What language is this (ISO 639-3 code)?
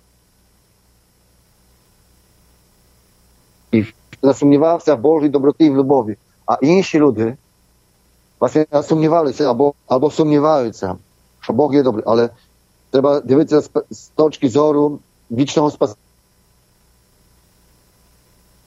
ukr